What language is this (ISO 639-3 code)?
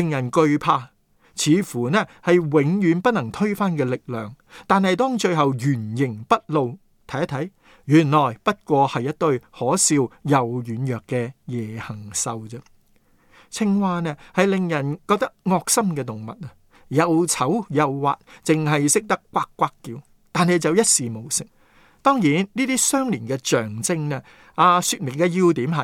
yue